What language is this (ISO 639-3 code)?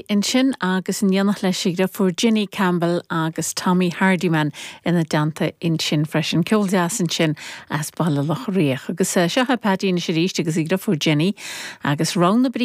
gle